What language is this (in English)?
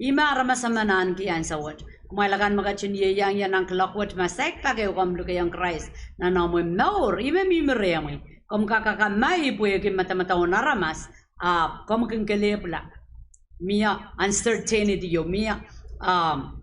Pohnpeian